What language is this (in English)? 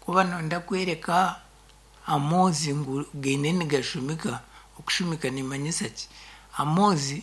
Nyankole